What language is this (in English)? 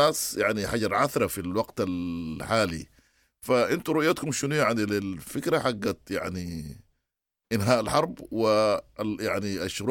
Sudanese Arabic